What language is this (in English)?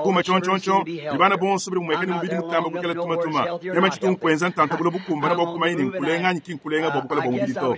Luba-Lulua